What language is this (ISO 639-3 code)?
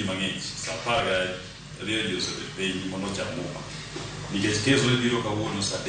luo